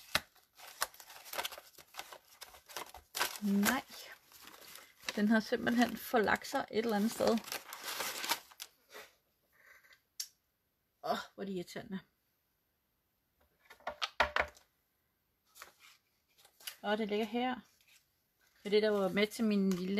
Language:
Danish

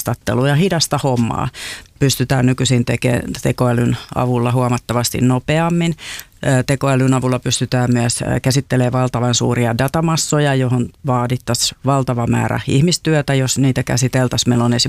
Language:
Finnish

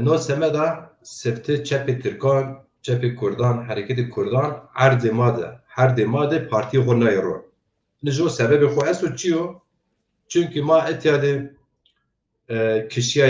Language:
Zaza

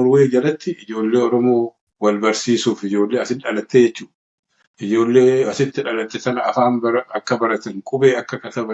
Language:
Oromo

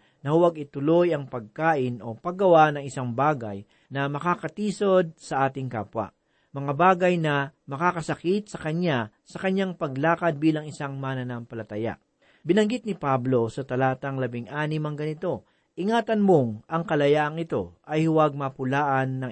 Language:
Filipino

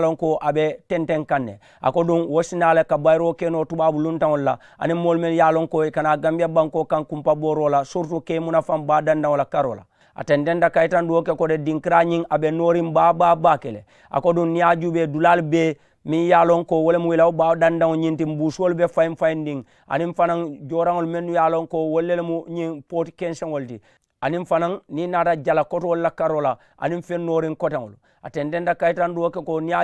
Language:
Mandingo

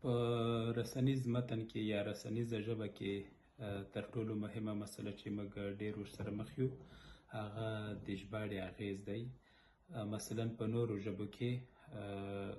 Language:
Pashto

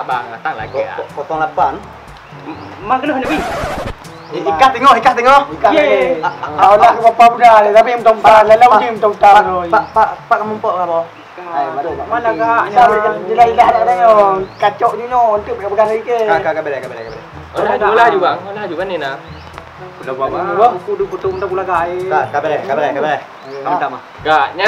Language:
Achinese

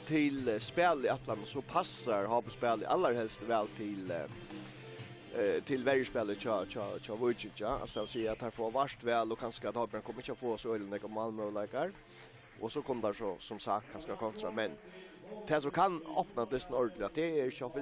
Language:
Faroese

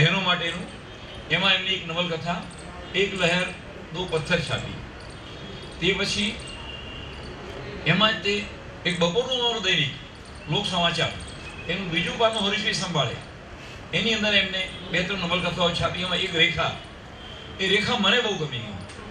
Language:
Gujarati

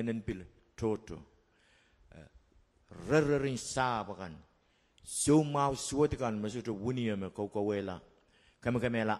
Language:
Pohnpeian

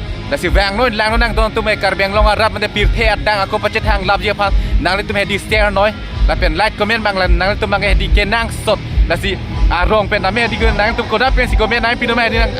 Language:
Karbi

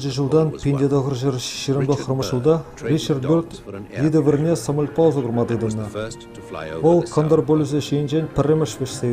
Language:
Chuvash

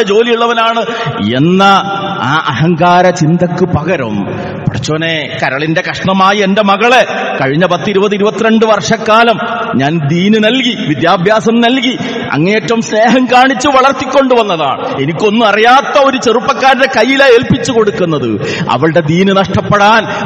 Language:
Malayalam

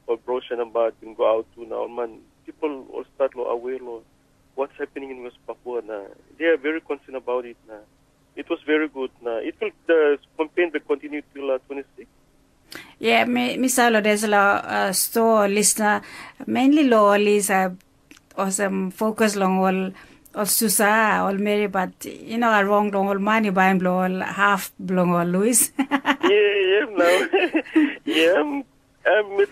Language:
Tok Pisin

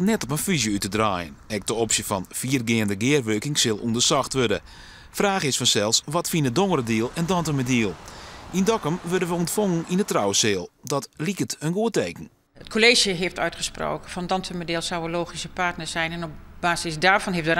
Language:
Western Frisian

